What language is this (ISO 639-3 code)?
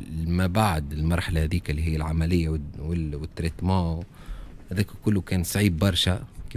aeb